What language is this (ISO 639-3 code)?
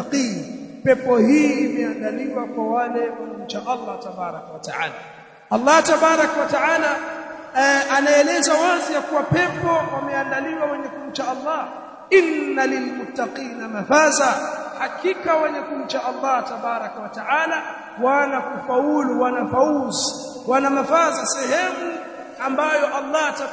swa